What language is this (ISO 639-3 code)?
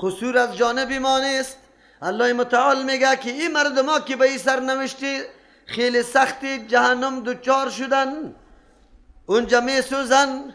fas